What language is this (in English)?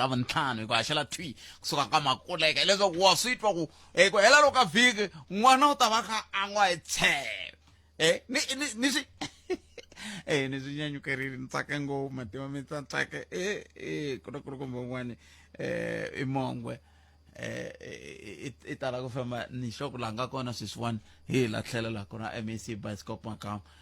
Tsonga